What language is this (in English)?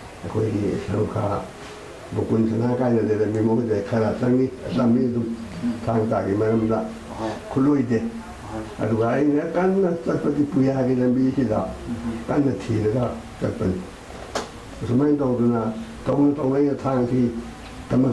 Manipuri